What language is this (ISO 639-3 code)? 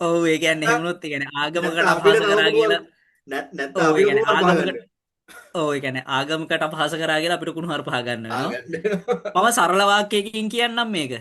sin